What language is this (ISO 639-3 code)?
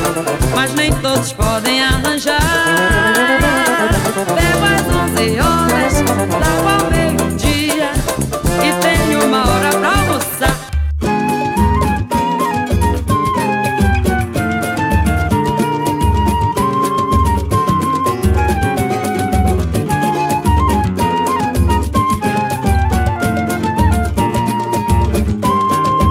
por